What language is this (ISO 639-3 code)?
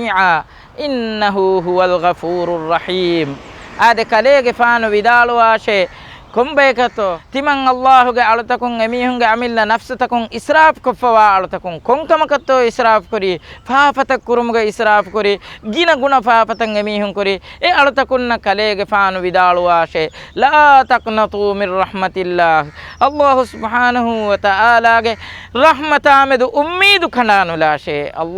div